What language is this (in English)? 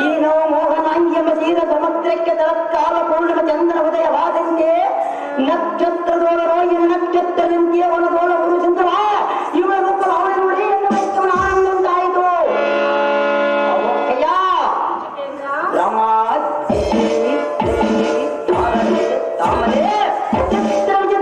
Kannada